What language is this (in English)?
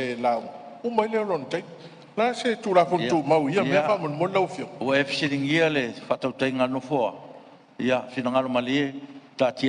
Samoan